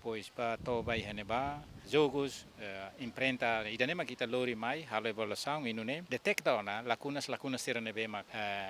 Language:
Tetum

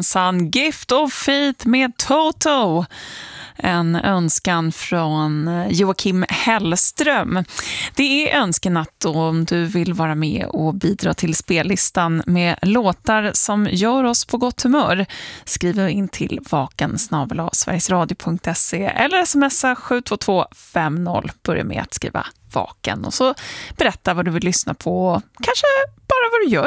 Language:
Swedish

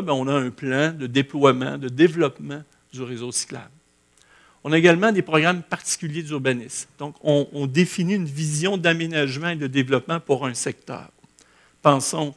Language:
French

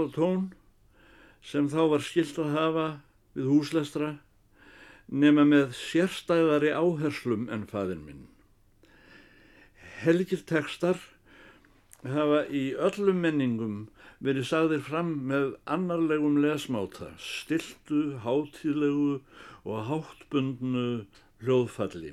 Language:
Icelandic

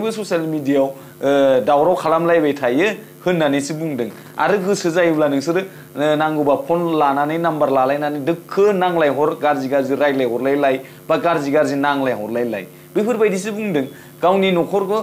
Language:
Bodo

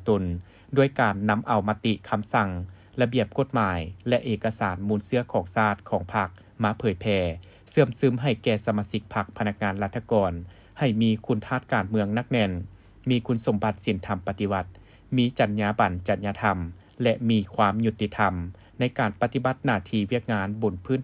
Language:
Lao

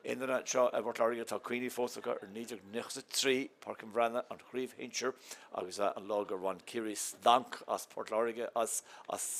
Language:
Irish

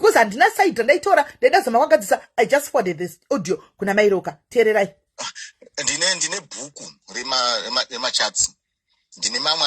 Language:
Shona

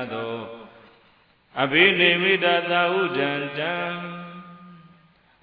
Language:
Burmese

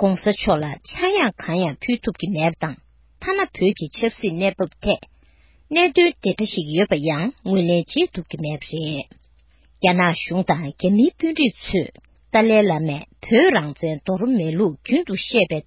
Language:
Tibetan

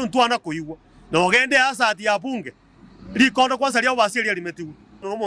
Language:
Gusii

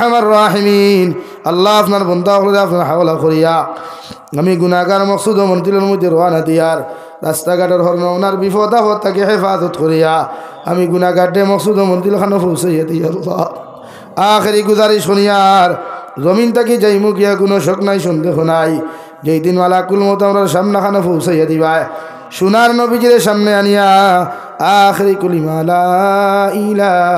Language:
Sylheti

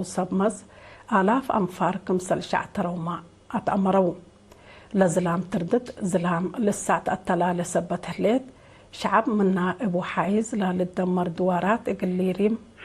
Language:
Tigre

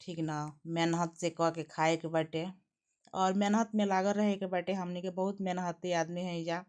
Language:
Bhojpuri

